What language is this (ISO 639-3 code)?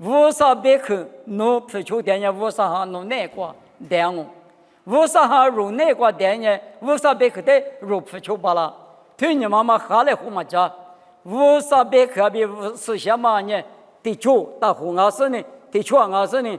lis